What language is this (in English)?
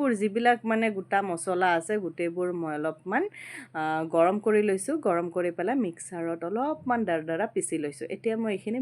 Assamese